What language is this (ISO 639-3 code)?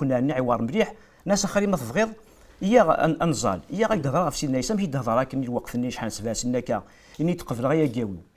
kab